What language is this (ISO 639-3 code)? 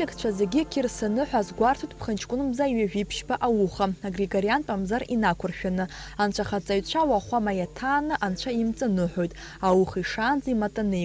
abk